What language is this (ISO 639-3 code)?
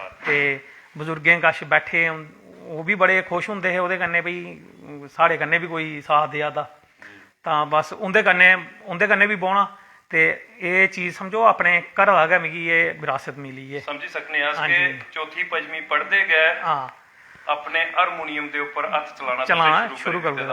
doi